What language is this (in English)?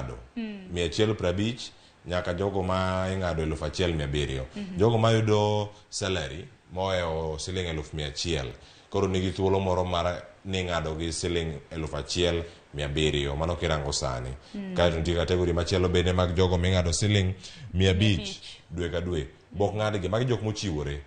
Luo (Kenya and Tanzania)